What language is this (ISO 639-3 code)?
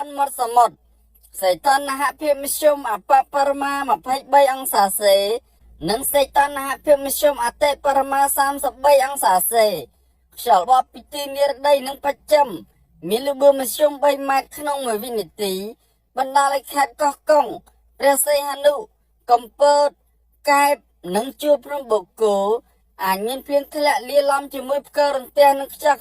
khm